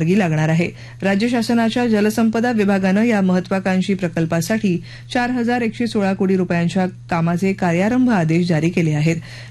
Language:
Marathi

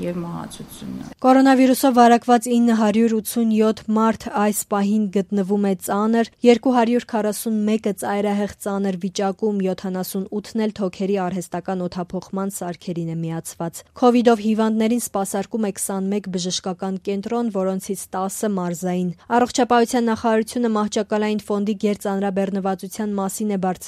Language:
Armenian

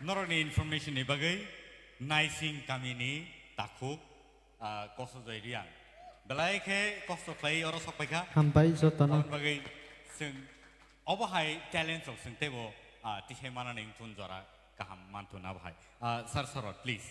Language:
Kok Borok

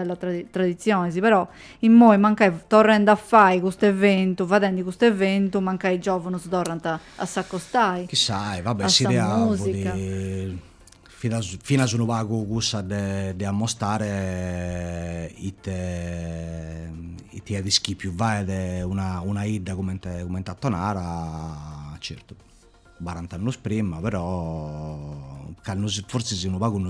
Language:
Sardinian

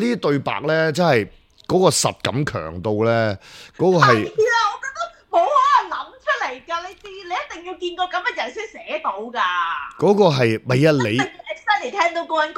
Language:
Cantonese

